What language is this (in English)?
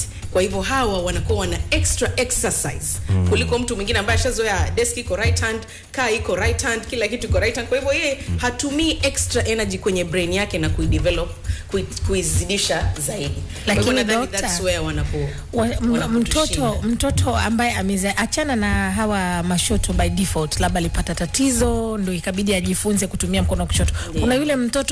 Swahili